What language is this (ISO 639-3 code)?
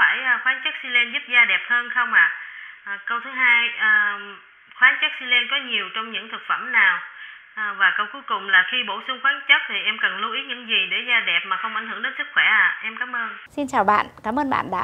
vie